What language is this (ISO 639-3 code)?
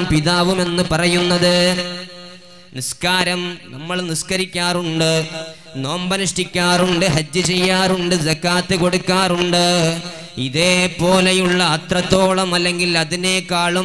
mal